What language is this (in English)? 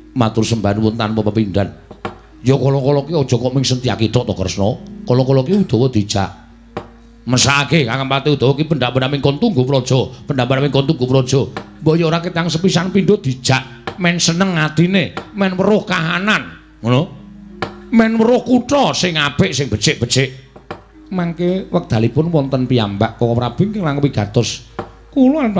Javanese